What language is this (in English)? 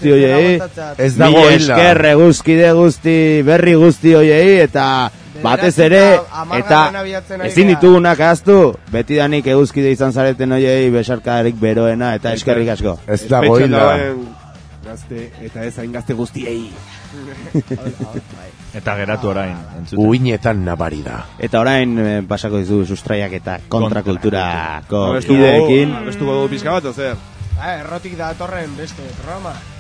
Basque